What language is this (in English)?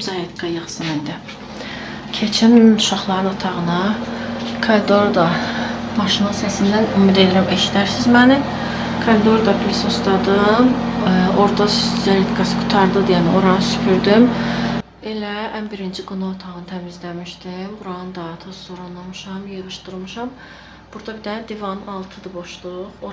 Azerbaijani